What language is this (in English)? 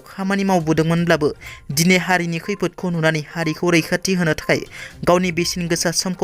Bodo